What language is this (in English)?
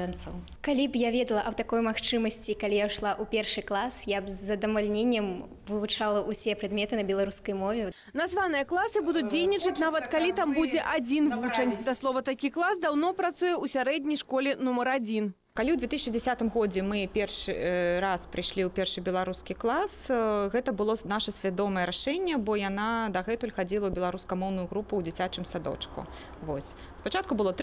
Belarusian